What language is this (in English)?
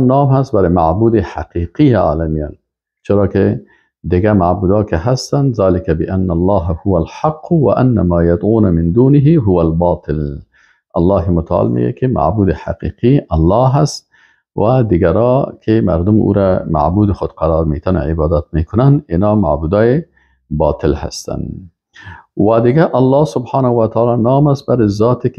Persian